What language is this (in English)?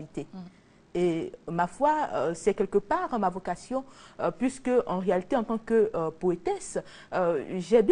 French